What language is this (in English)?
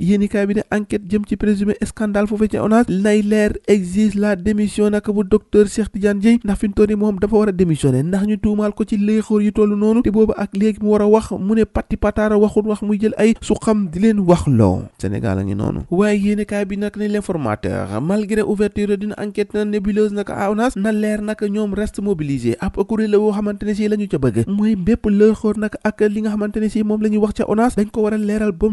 Wolof